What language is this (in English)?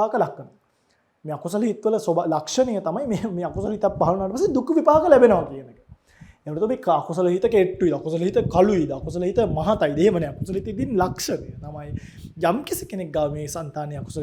Sinhala